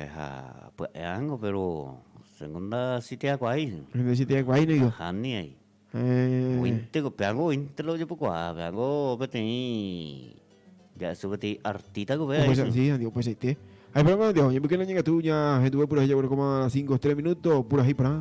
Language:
Guarani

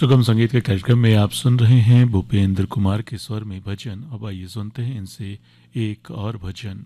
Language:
Hindi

